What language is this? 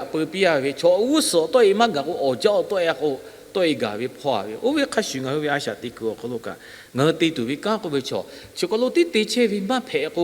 Lahu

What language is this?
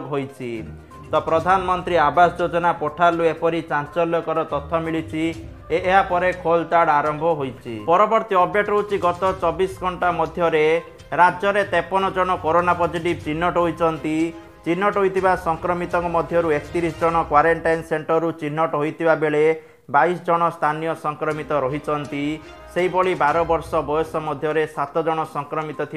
Odia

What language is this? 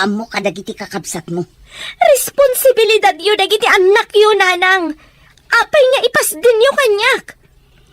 Iloko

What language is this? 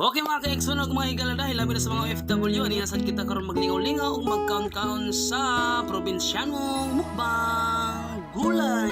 Cebuano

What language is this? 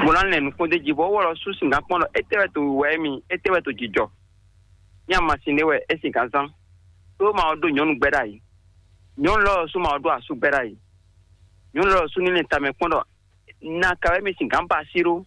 Fon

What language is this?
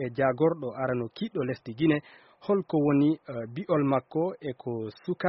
Fula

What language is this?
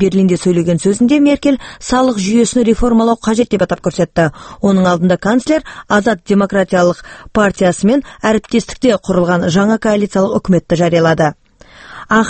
Kazakh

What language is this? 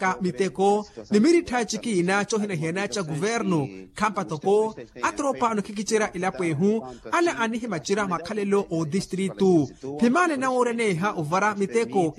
Makhuwa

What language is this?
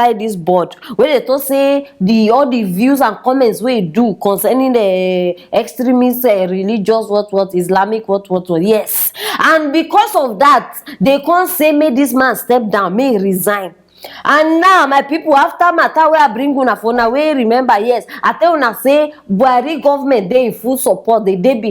Nigerian Pidgin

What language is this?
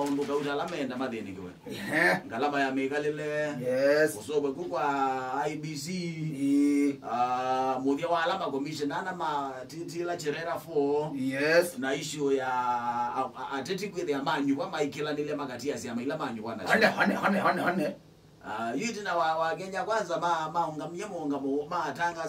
Kamba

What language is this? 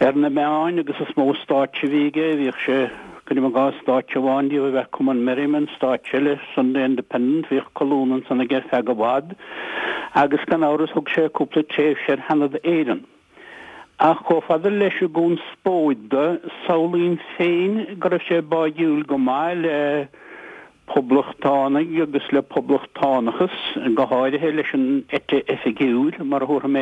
Irish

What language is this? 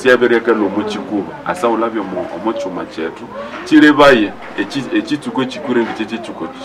Nande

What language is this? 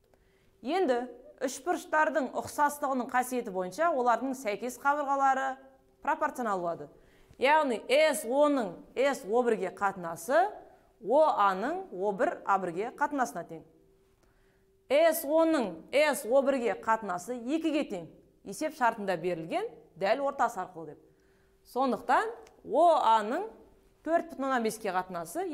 Kazakh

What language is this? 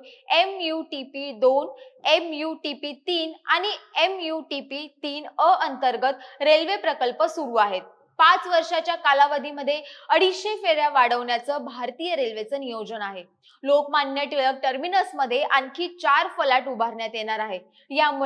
Marathi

